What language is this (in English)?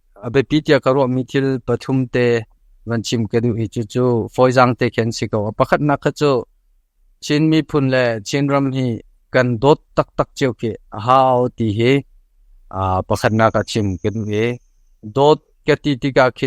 Hakha Chin